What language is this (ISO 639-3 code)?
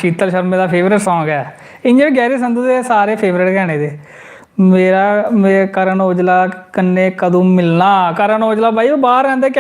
doi